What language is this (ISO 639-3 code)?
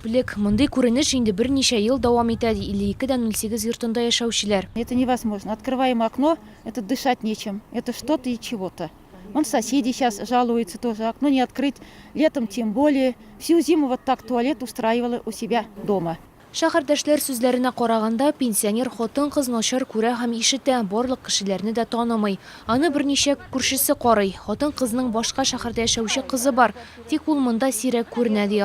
tat